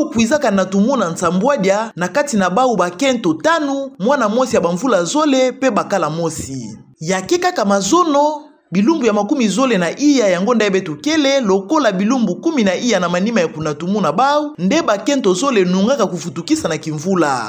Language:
Kituba (Democratic Republic of Congo)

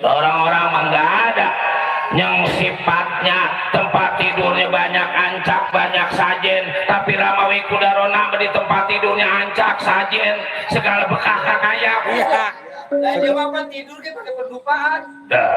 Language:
Betawi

